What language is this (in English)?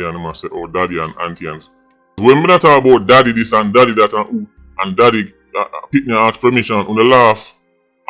Jamaican Creole English